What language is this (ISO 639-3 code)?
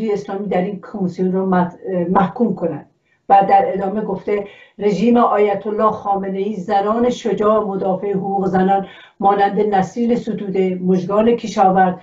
fas